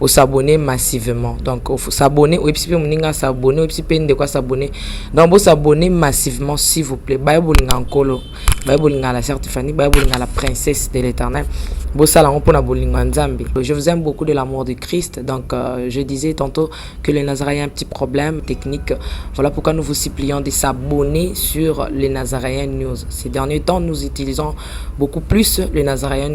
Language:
Lingala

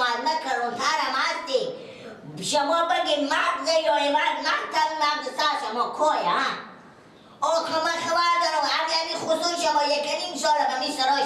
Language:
Persian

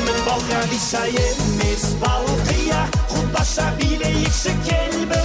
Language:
Kara-Kalpak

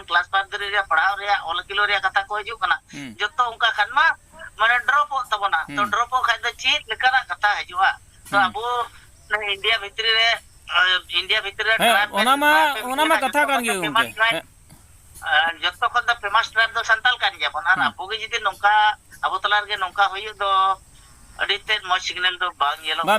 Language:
Santali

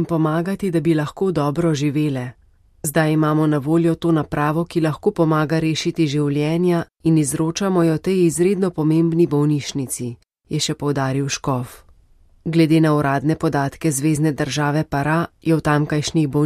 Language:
Slovenian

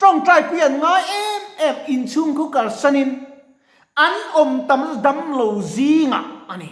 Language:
Mizo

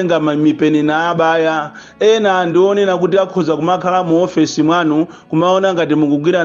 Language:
Nyanja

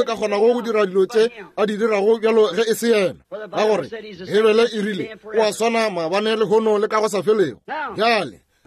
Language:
Northern Sotho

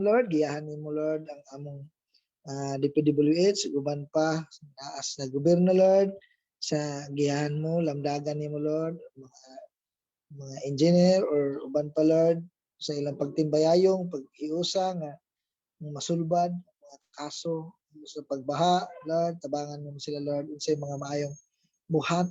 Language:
Cebuano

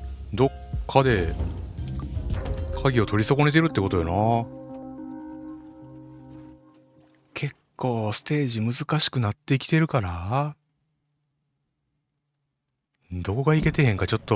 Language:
Japanese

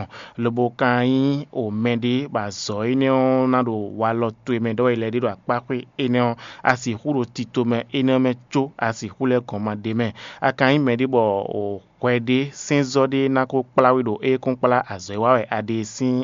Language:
Fon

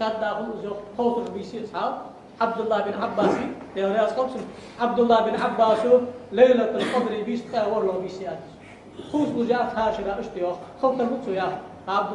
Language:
Ingush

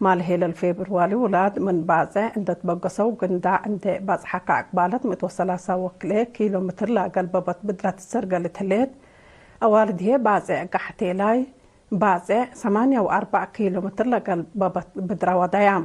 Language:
Tigre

